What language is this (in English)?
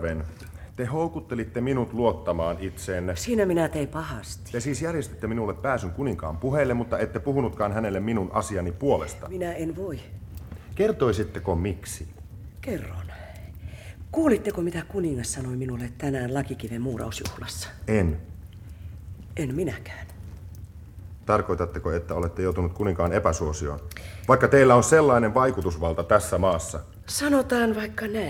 Finnish